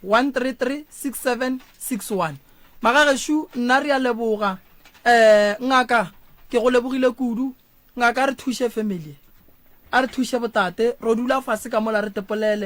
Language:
Northern Sotho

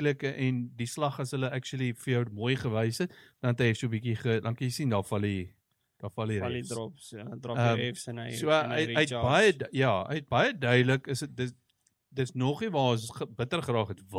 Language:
Afrikaans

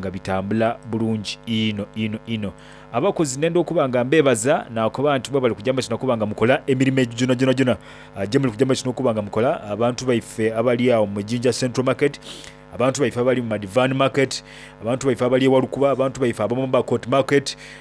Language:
Soga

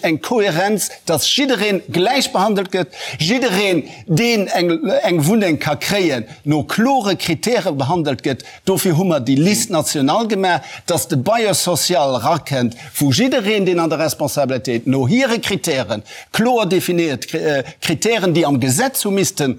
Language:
Luxembourgish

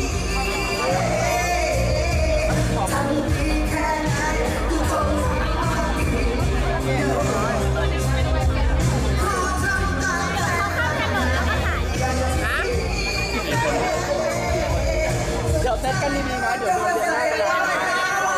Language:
Thai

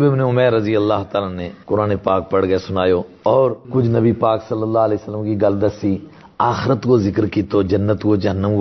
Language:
Gujari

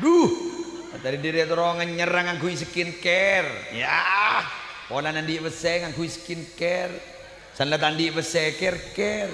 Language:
Madurese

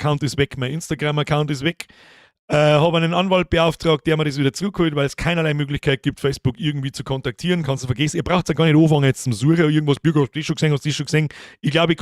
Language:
Bavarian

